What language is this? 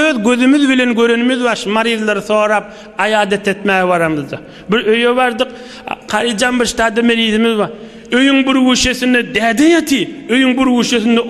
Turkmen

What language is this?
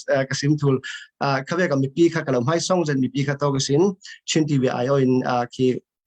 Falam Chin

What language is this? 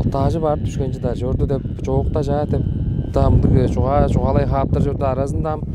Tuvinian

